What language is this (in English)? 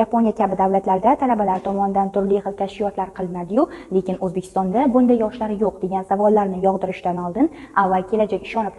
Uzbek